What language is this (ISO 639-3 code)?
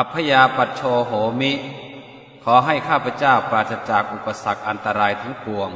pli